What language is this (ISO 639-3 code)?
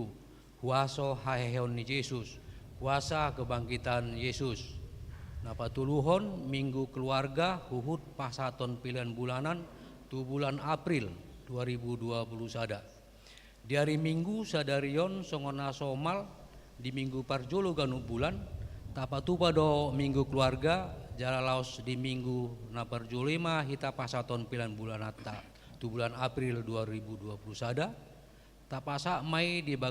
bbc